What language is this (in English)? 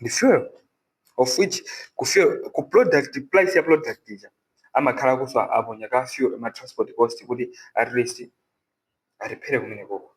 Nyanja